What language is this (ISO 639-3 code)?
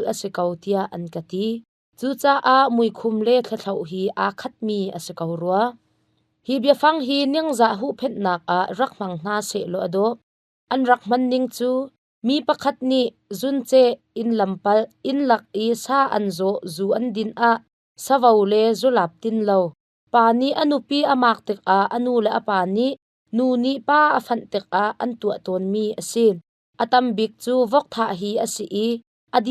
cnh